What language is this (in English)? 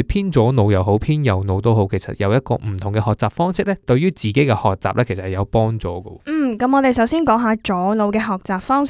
Cantonese